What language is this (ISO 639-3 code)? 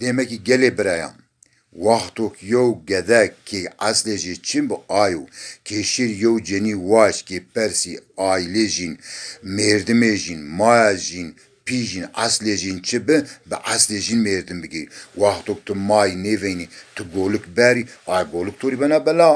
zza